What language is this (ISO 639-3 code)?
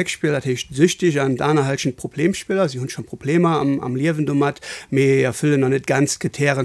ltz